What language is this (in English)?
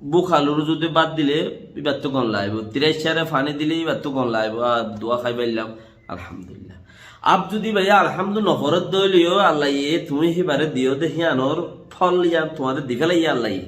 Rohingya